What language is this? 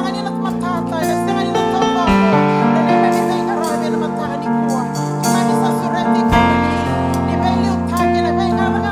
Fijian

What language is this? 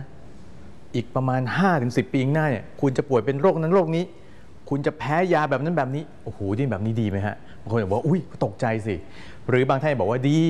Thai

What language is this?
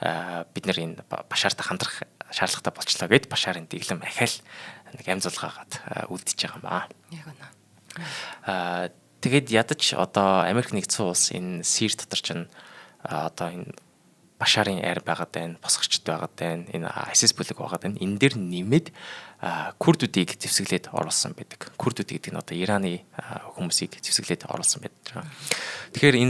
Mongolian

